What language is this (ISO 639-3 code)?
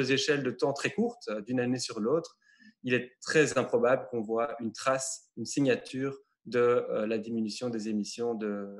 fra